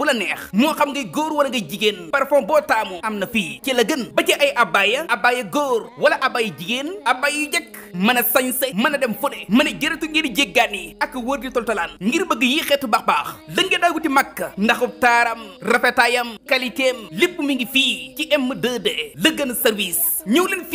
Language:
Wolof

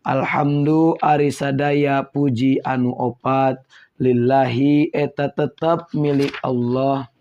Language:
Sundanese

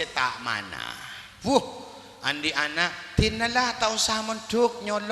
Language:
Madurese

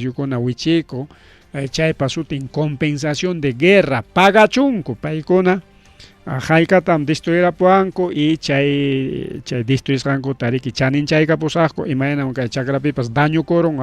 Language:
Ayacucho Quechua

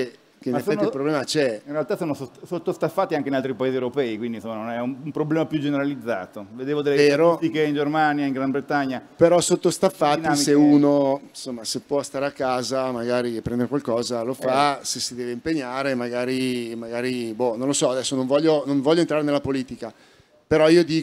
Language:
Italian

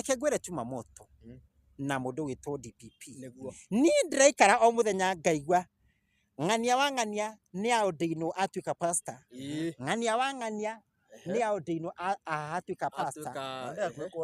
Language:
Kikuyu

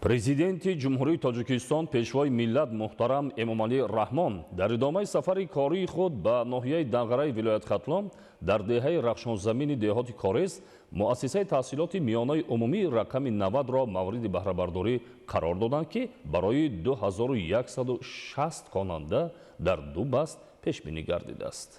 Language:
Tajik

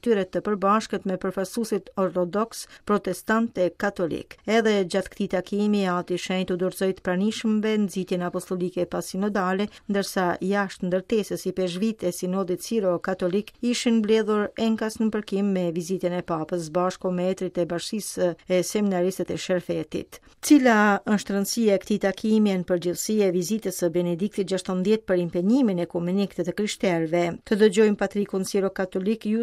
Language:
Albanian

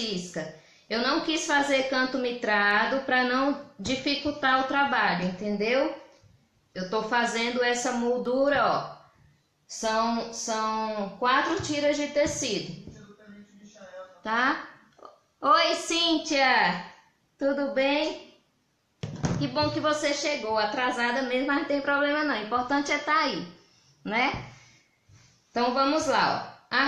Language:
Portuguese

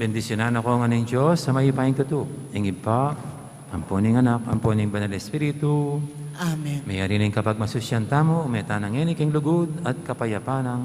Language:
Pampanga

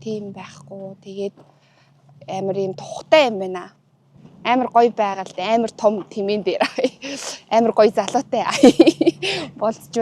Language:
Mongolian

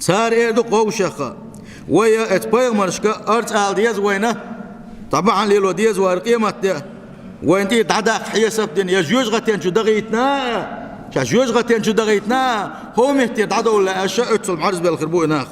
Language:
Chechen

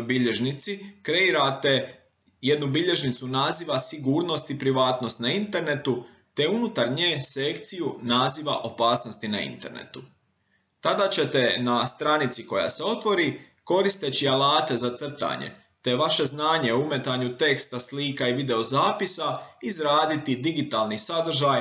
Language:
Croatian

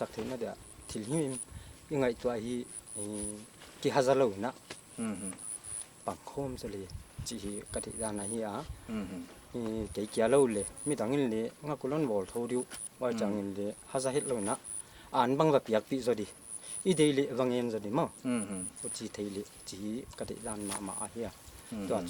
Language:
Paite Chin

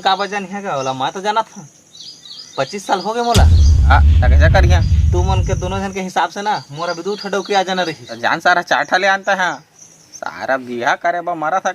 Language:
Chhattisgarhi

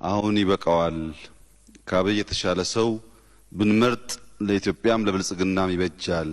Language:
Amharic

